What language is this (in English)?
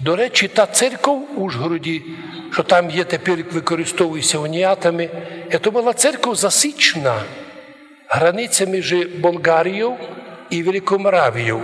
Rusyn